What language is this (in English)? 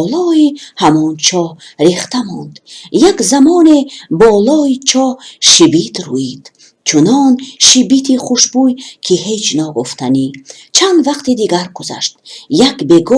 Tajik